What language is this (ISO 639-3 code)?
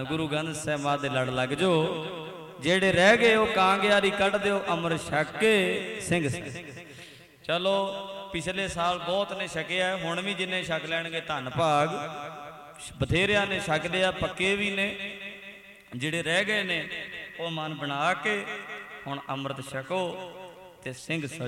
pan